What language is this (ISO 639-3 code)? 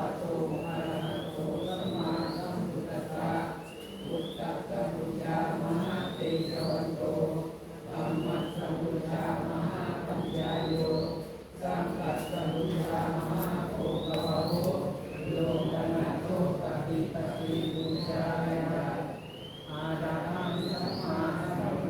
pli